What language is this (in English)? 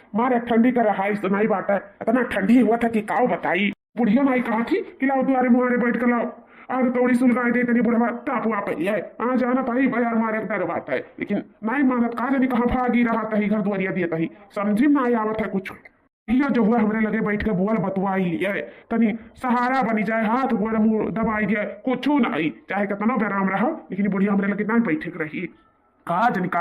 Awadhi